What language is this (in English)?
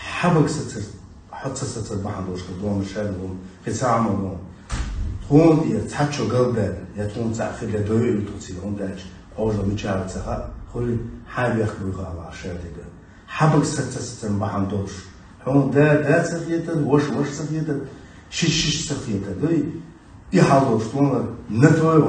Chechen